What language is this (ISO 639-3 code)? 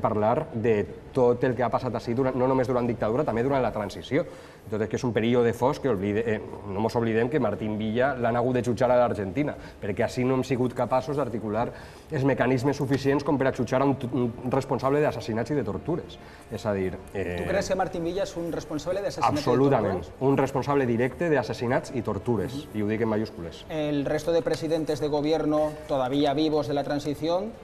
cat